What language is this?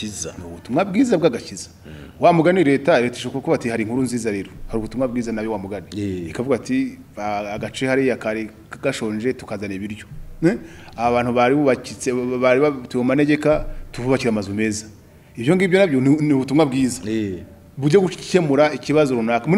Kinyarwanda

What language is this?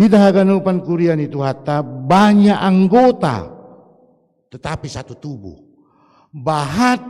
Batak Simalungun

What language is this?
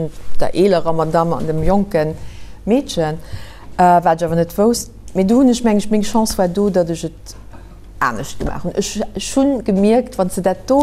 Luxembourgish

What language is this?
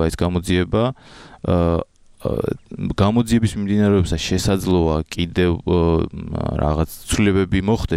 Georgian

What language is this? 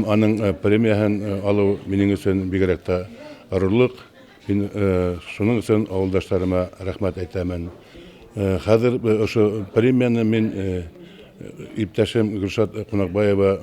Bashkir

